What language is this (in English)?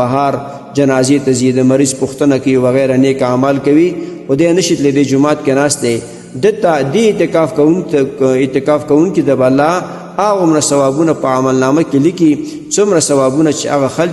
Pashto